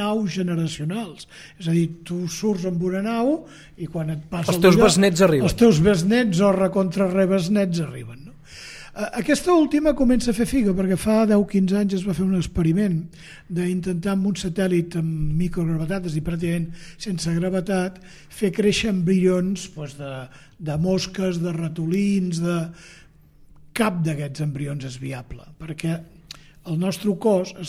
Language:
Catalan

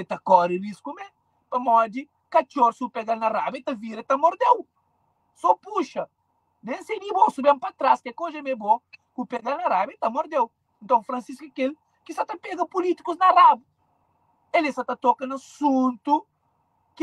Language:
Kabuverdianu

